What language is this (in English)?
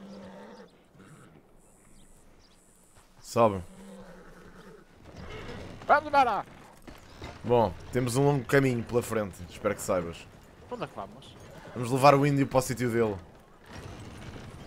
Portuguese